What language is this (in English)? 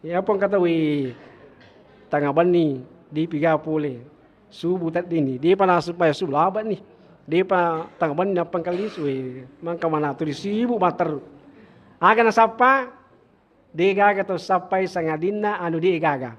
Buginese